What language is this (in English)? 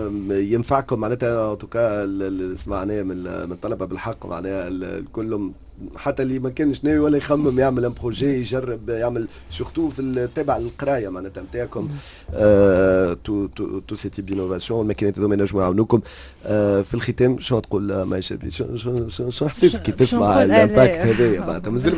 Tunisian Arabic